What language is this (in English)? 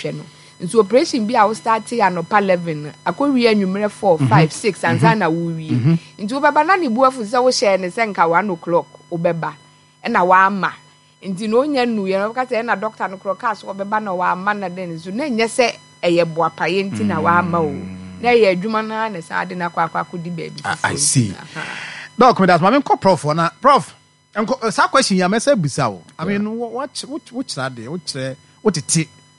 Akan